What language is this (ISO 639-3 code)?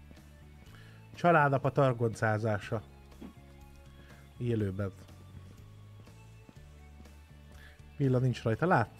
hun